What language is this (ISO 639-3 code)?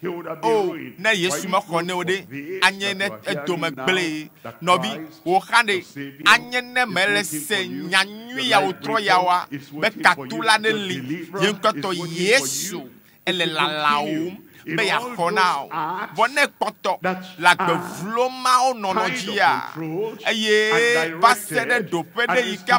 ewe